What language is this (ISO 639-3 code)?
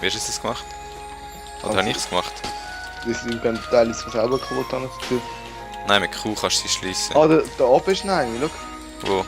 gsw